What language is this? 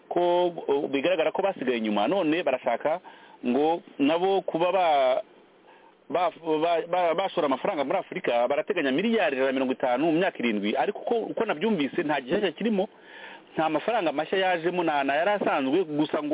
Kinyarwanda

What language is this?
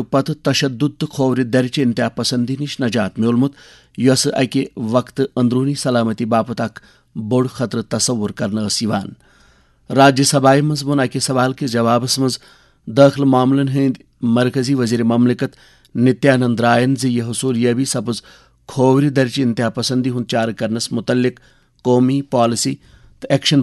Kashmiri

